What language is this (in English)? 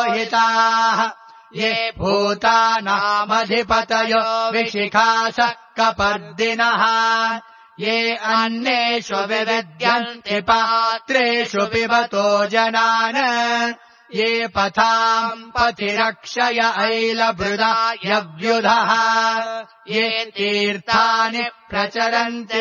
Sanskrit